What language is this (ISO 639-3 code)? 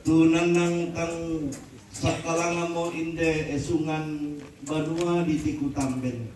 sda